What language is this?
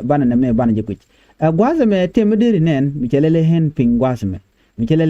Nuer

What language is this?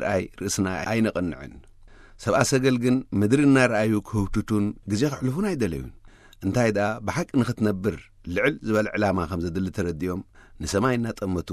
Tigrinya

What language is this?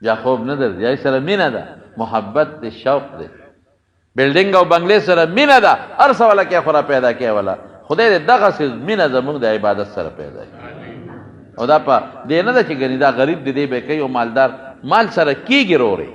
Pashto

